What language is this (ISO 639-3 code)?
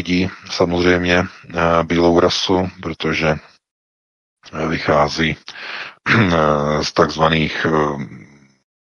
ces